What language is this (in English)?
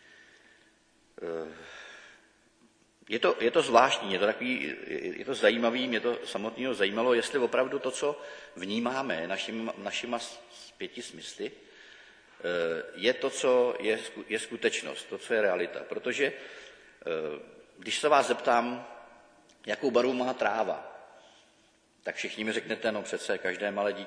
Czech